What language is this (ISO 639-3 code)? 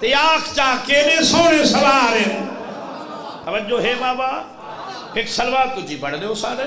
skr